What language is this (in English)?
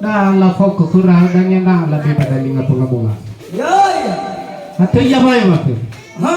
Nias